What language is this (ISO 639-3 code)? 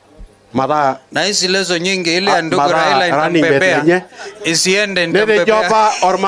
mas